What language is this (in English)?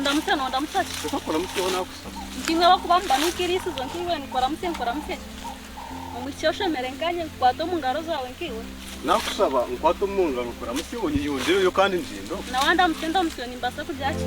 Nyankole